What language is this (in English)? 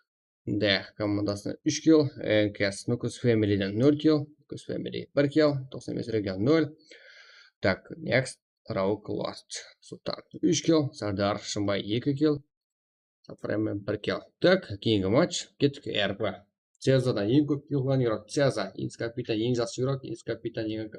Kara-Kalpak